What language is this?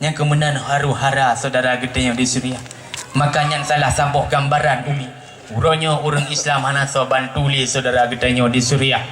Achinese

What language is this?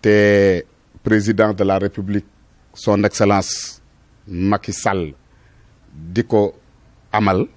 Wolof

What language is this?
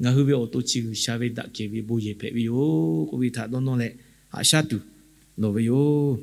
Lahu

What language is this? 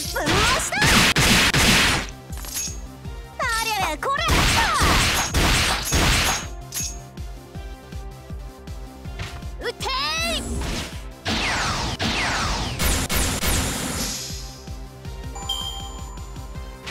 Japanese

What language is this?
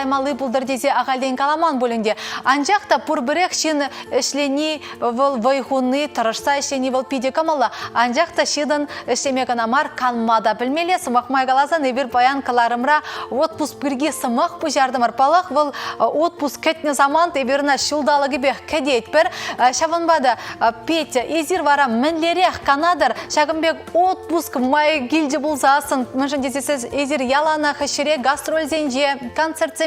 Chuvash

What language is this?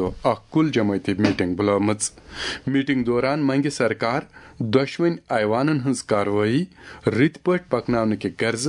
Kashmiri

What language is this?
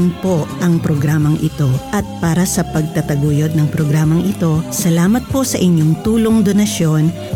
Filipino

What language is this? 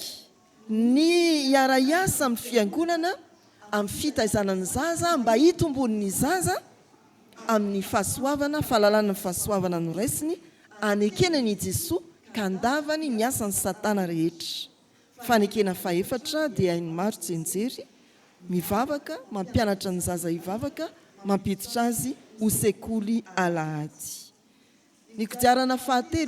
Malagasy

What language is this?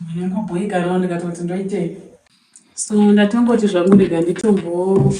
Shona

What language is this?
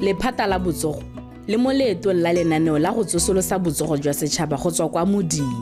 Tswana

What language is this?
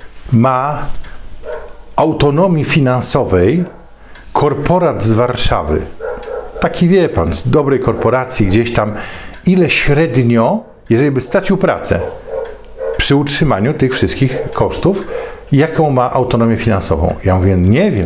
Polish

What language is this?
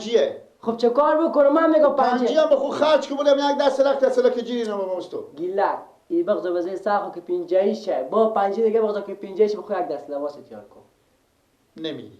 Persian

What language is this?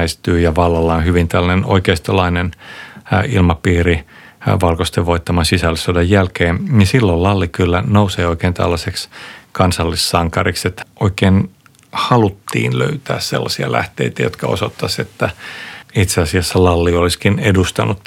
Finnish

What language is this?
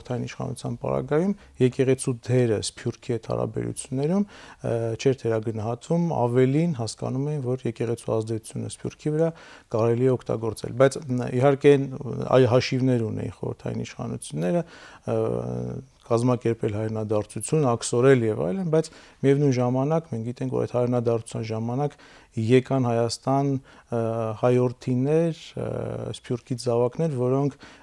Armenian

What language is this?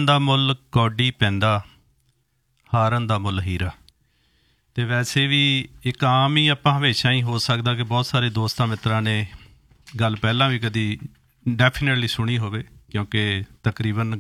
Punjabi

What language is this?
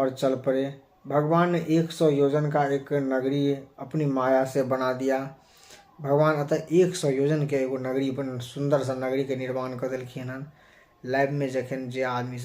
Maithili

